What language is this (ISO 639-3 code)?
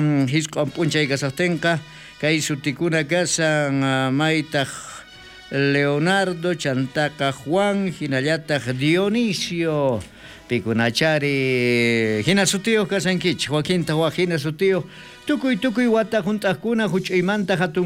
quh